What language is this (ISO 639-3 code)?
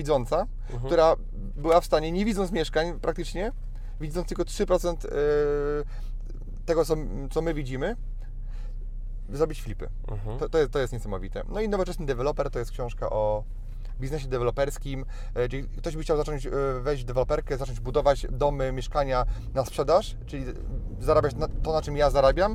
pol